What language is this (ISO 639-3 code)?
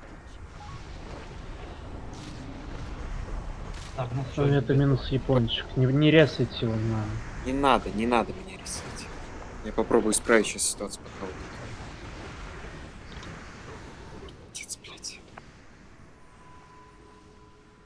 rus